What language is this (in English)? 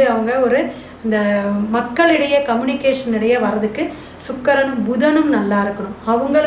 Tamil